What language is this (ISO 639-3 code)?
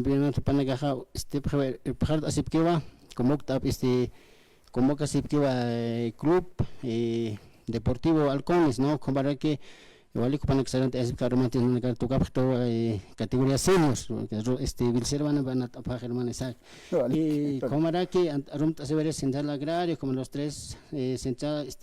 aym